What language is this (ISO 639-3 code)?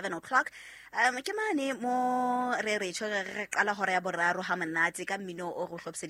sot